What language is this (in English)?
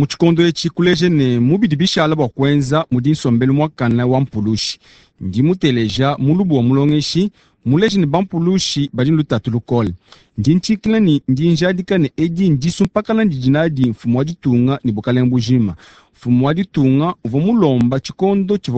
Luba-Lulua